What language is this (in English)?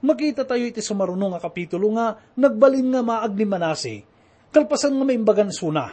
Iloko